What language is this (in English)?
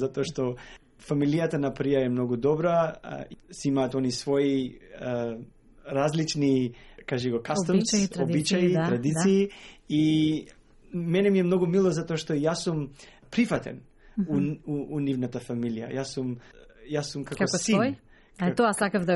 Macedonian